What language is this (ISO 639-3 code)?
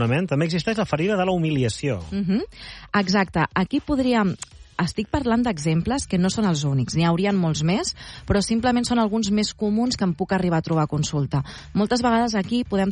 cat